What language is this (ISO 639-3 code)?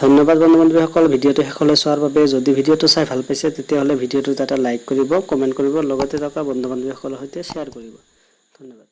asm